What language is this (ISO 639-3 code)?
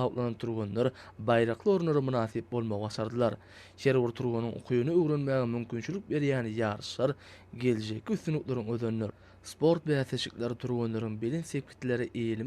tuk